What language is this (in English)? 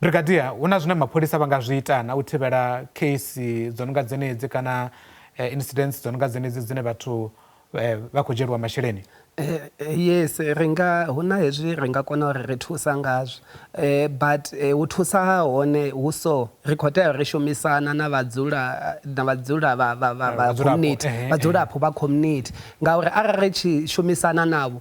Venda